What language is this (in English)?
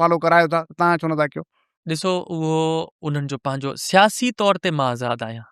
Sindhi